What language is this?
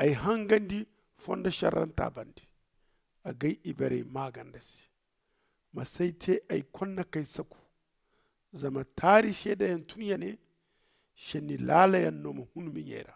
Zarma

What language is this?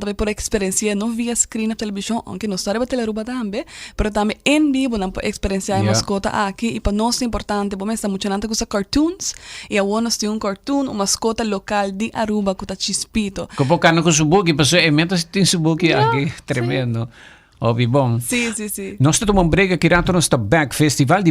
Papiamento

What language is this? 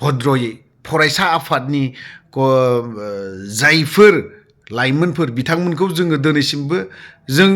Bodo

